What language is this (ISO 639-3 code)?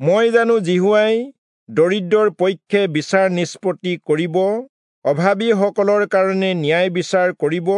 asm